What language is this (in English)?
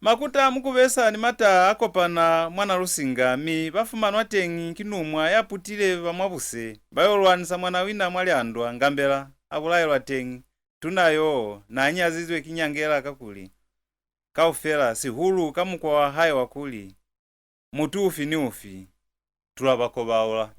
Lozi